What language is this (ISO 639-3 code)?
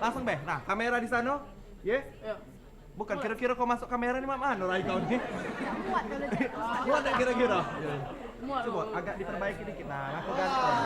mui